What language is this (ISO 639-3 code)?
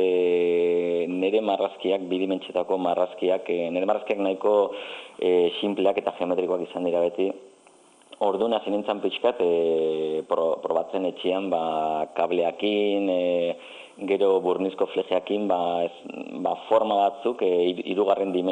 eus